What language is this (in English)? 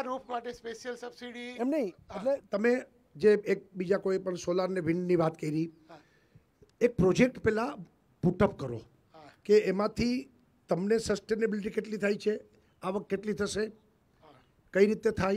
Gujarati